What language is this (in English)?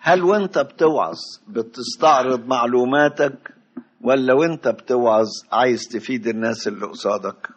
Egyptian Arabic